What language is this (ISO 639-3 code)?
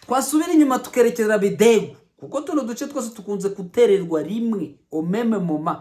kin